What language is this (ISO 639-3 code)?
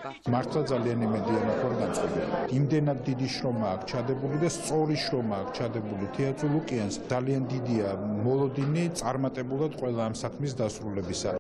kat